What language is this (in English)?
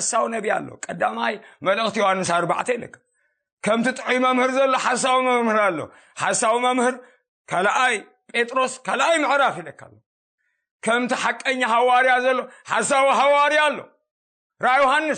Tigrinya